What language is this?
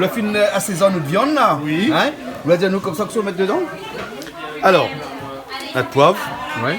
Réunion Creole French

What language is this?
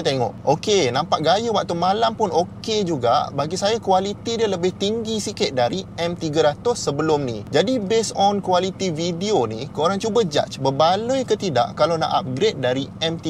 Malay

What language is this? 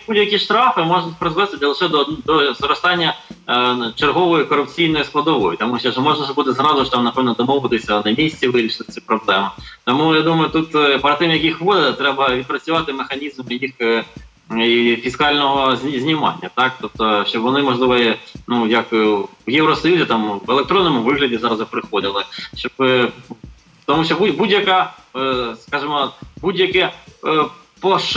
Ukrainian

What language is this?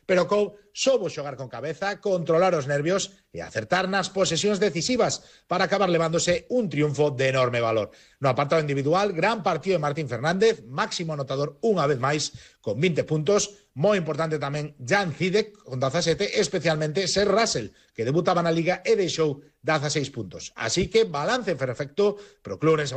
Galician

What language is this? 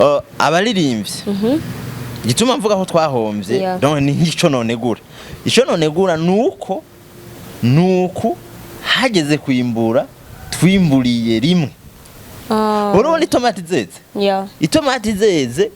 Rundi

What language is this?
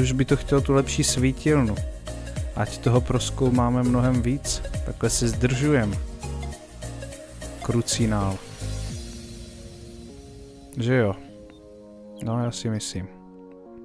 Czech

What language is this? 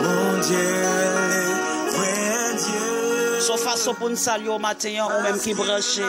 Haitian Creole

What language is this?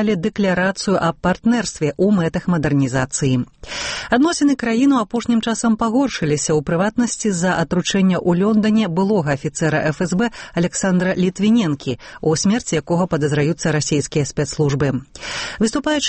Belarusian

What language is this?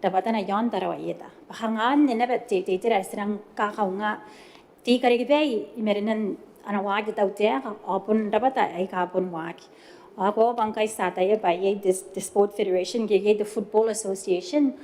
Gilbertese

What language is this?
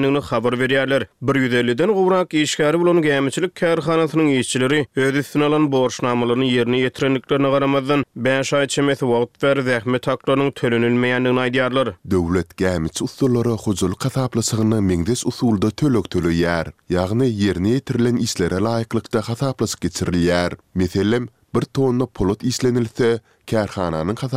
Turkmen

